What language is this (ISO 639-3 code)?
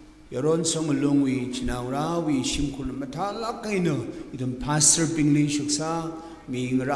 nmf